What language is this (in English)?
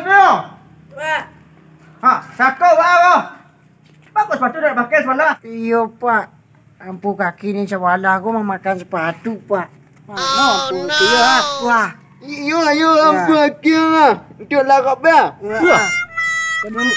Minangkabau